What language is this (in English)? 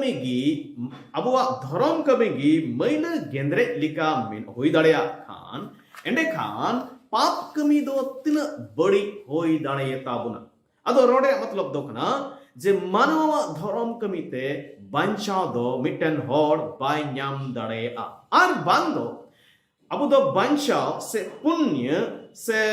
Santali